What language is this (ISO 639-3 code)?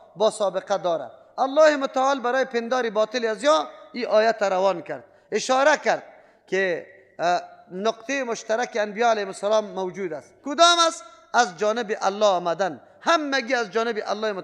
fas